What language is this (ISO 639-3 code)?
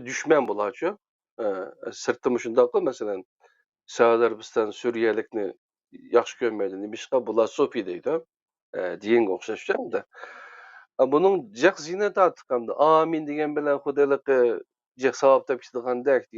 uig